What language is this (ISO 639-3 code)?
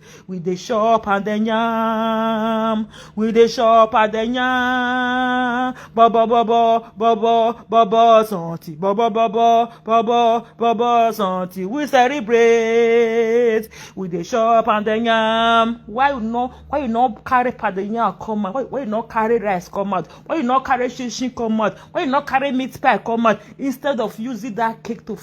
pcm